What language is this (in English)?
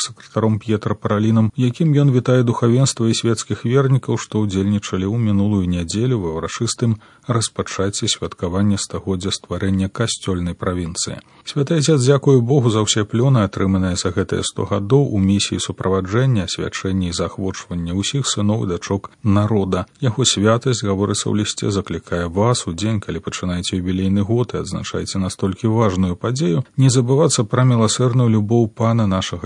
Belarusian